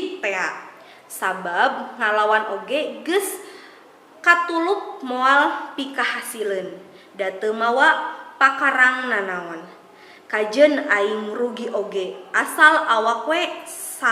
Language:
Sundanese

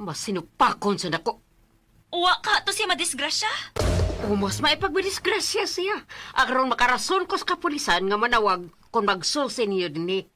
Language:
Cebuano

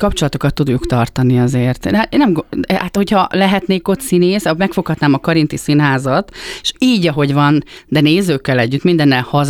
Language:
Hungarian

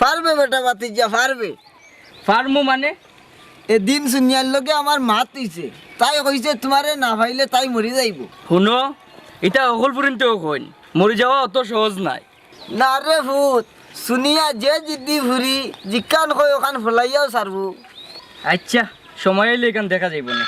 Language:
Sylheti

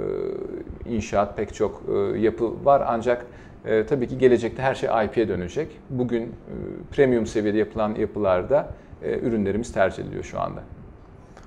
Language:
Turkish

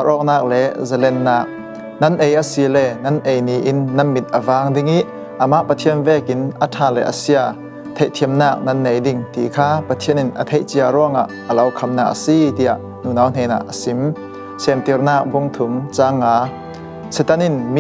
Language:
Falam Chin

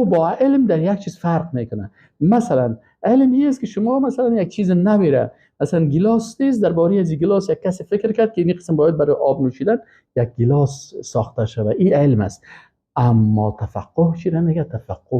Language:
Persian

